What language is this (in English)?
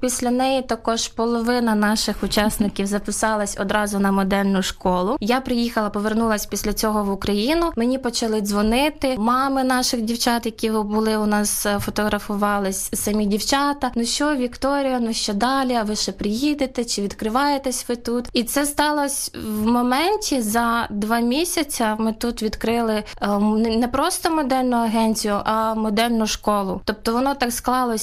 Ukrainian